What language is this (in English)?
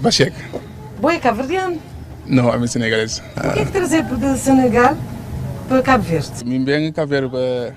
Kabuverdianu